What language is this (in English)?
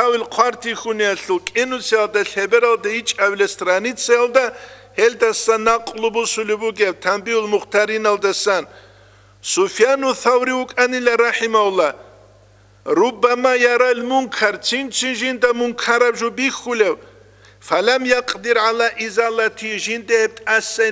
Avaric